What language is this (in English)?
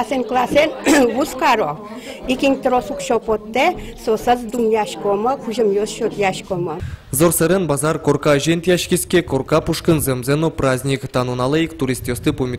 Udmurt